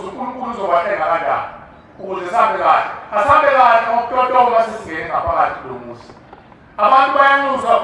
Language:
Zulu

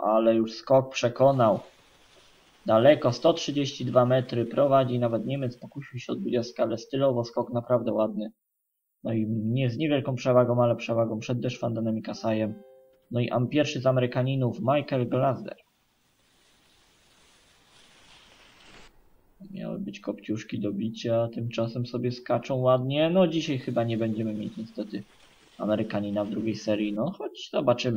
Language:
Polish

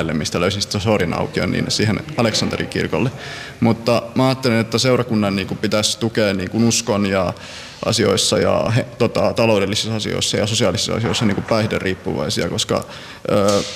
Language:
Finnish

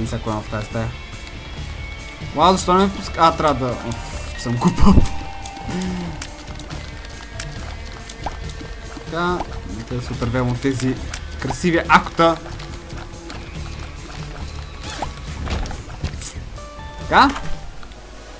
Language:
Bulgarian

